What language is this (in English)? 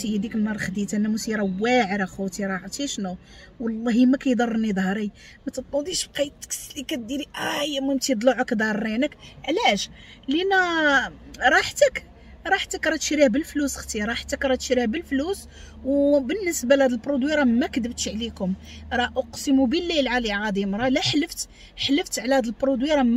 Moroccan Arabic